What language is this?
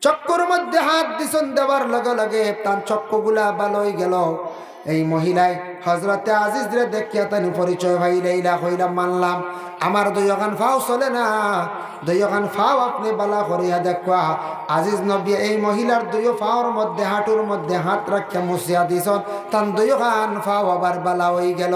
Sylheti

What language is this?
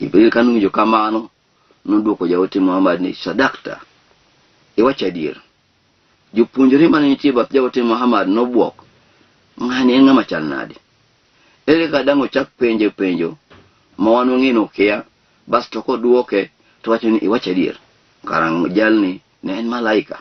Luo (Kenya and Tanzania)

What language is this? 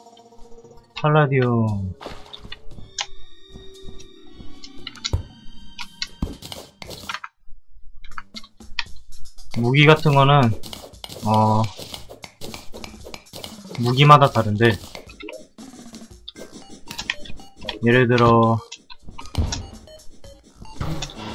Korean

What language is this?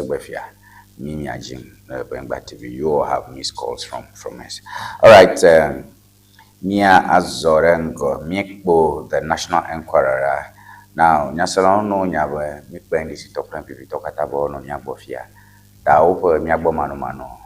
Ewe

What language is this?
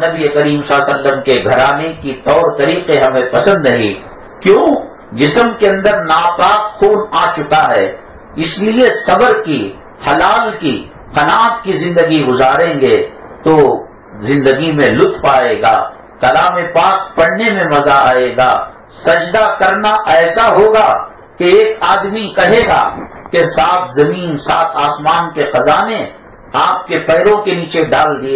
Urdu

